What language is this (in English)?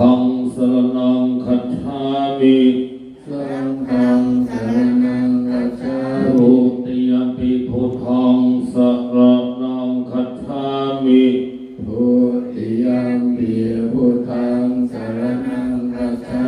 Pali